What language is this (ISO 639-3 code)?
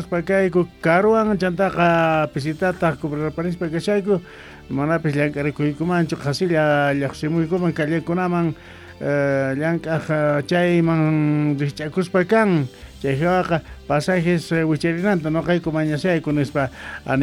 quh